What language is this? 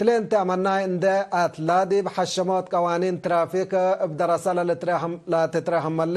Tigre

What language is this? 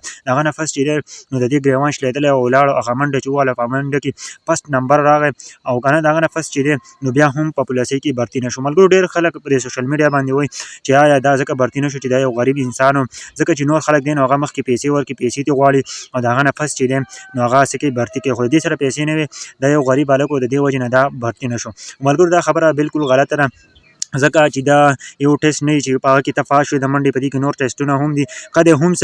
Pashto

